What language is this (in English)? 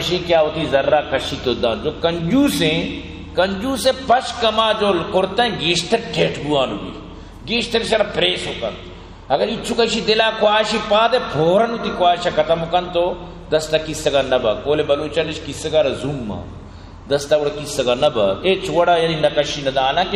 Eastern Balochi